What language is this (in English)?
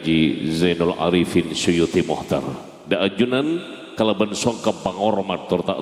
Madurese